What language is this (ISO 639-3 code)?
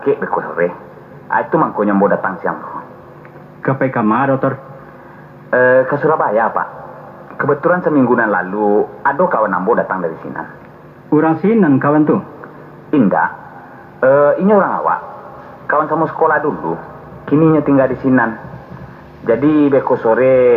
min